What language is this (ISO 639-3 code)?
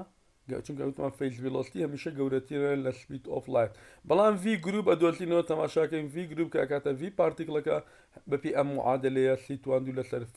ckb